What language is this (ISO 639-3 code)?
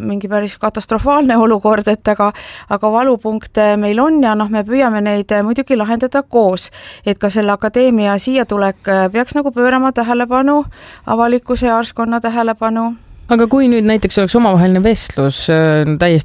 est